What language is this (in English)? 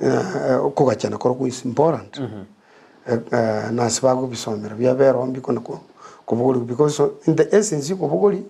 Gusii